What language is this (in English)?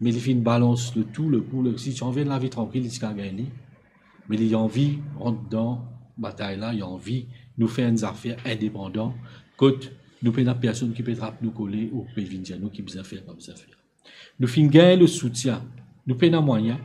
Morisyen